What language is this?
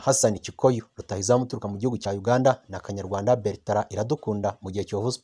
Kinyarwanda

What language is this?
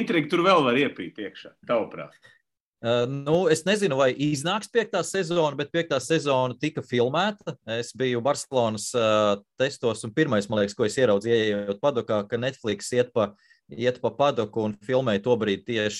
Latvian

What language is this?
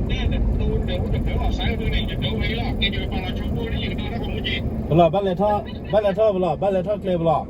S'gaw Karen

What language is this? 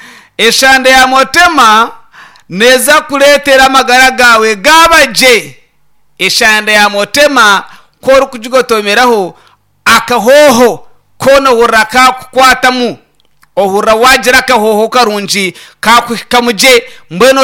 Nyankole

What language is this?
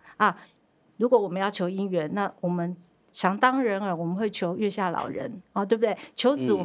Chinese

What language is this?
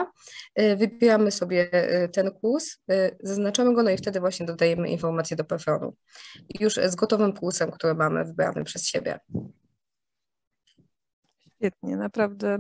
Polish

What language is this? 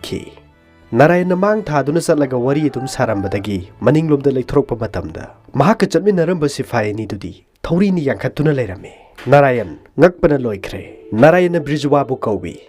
Manipuri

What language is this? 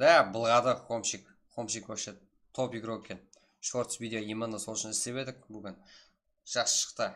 Kara-Kalpak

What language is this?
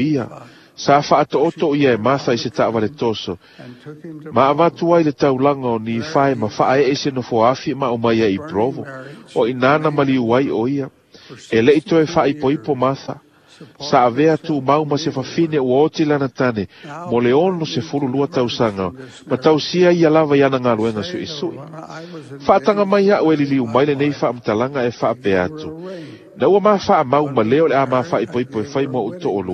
Samoan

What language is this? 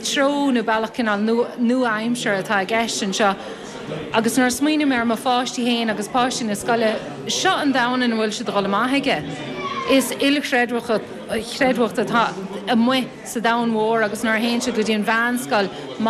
Irish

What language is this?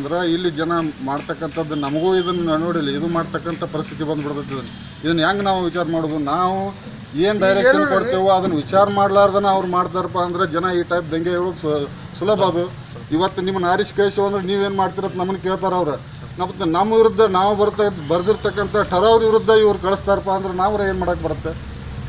Kannada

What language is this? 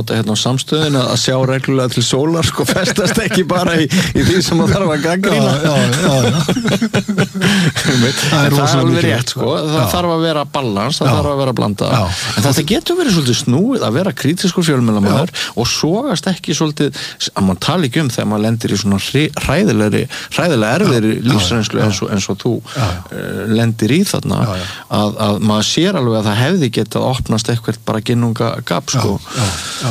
Icelandic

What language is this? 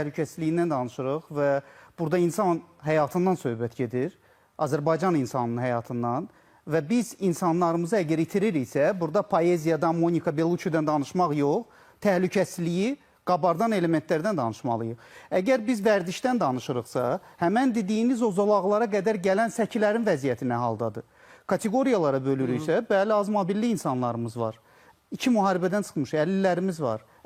Azerbaijani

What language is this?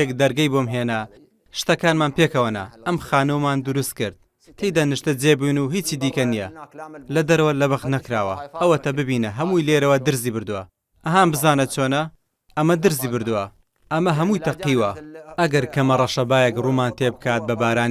Central Kurdish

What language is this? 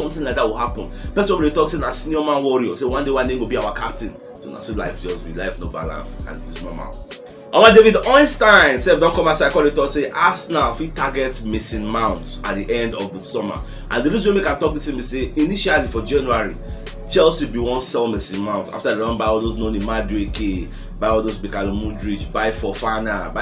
Nigerian Pidgin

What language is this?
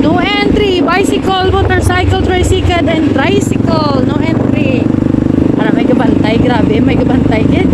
Hiligaynon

